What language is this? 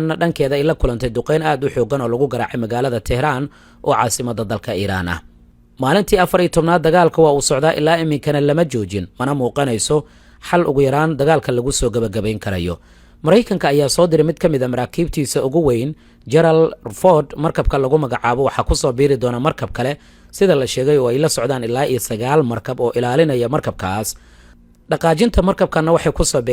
Somali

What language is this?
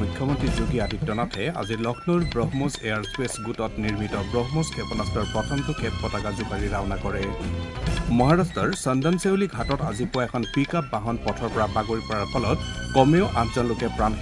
Assamese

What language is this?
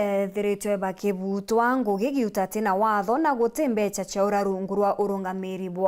Meru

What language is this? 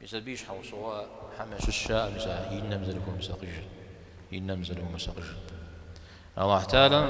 Kabardian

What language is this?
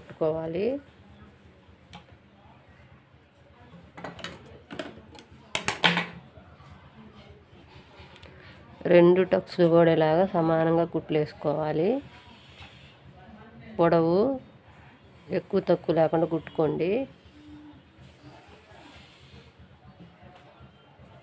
Telugu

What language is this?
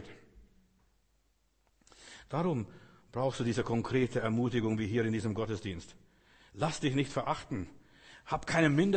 German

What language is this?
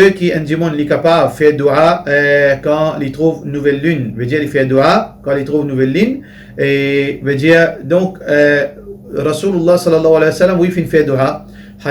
Morisyen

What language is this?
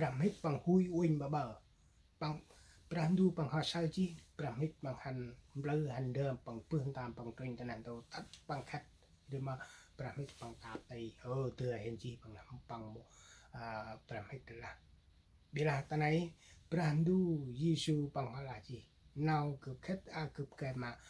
Central Mnong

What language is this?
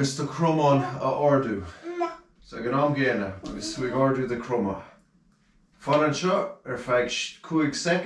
Irish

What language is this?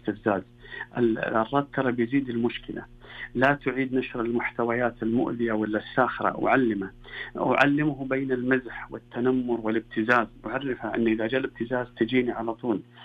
Najdi Arabic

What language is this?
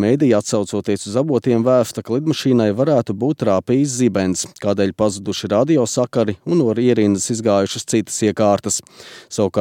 Latvian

